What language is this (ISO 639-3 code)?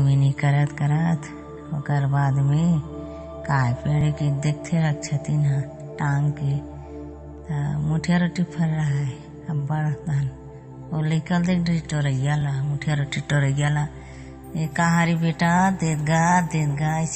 hne